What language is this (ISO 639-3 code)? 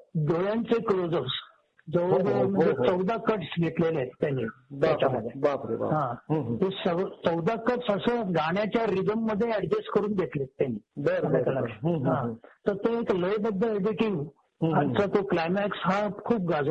mar